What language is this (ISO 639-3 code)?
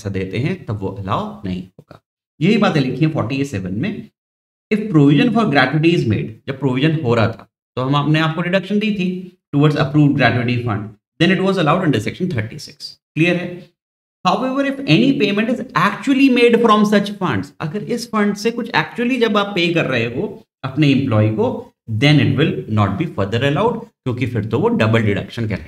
hin